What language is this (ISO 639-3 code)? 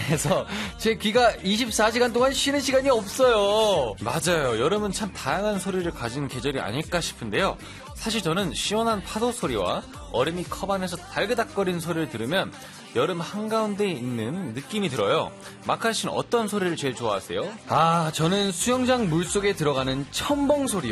kor